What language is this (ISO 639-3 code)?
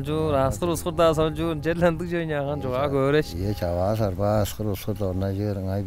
tyv